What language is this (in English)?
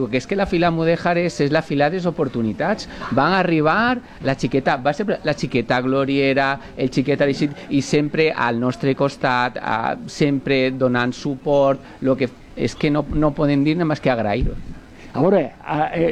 Catalan